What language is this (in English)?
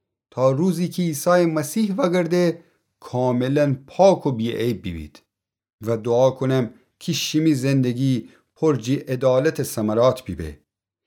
Gilaki